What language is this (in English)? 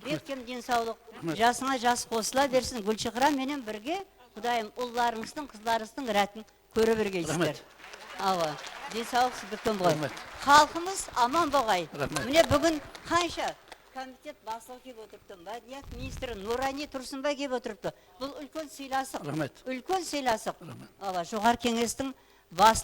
Kara-Kalpak